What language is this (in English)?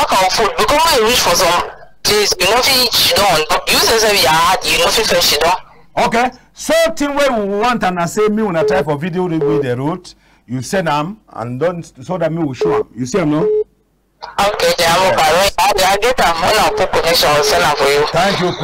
Cameroon Pidgin